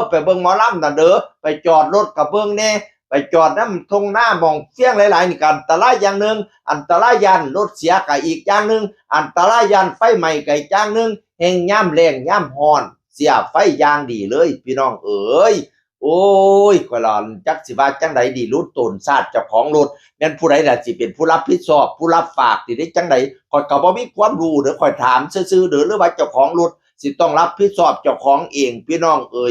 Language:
Northeastern Thai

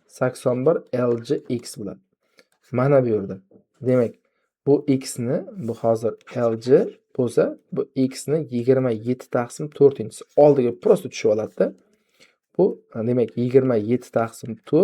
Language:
Uzbek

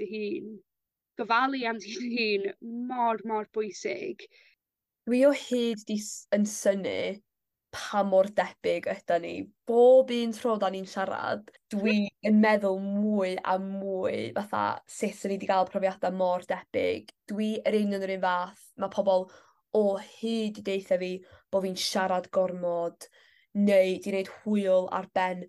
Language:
Welsh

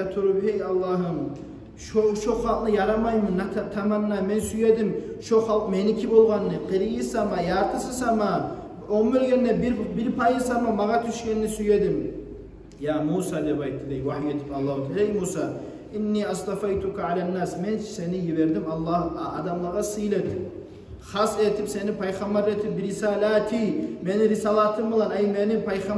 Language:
Kumyk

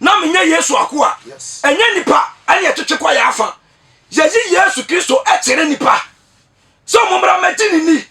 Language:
Akan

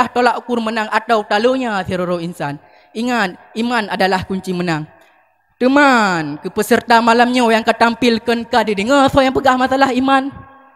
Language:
Achinese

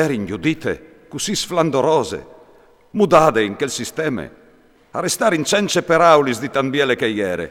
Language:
Friulian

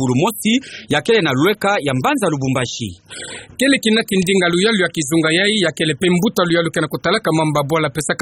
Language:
Kituba (Democratic Republic of Congo)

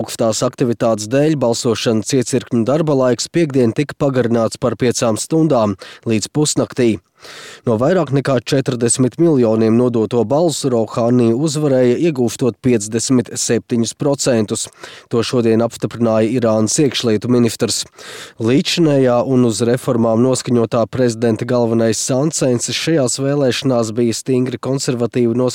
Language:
Latvian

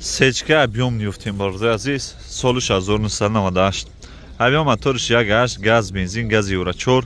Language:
Tajik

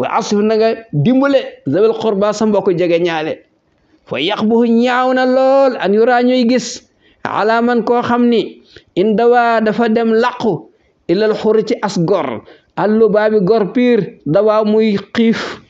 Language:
Wolof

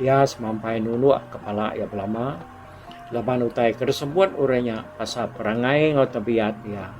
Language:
Iban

